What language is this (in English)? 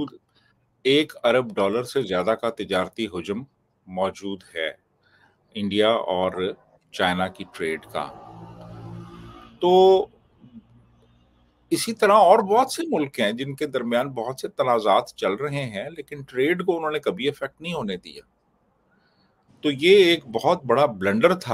Urdu